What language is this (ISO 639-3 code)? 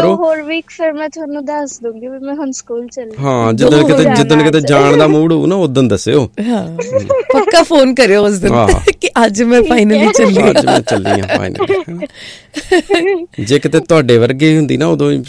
pan